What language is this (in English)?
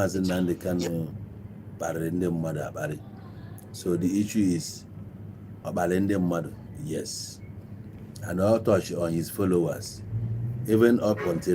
Igbo